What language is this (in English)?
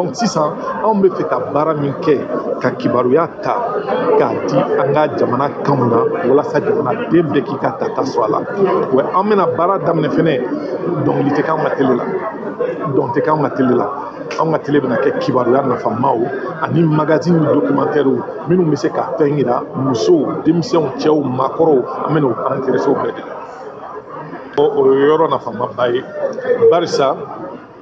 Bambara